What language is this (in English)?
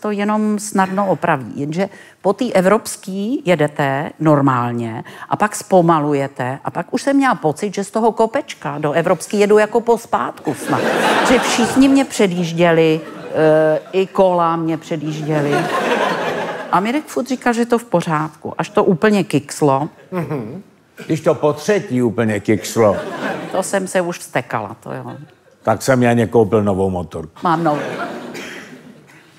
Czech